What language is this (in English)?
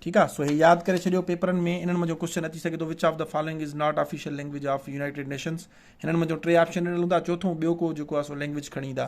Sindhi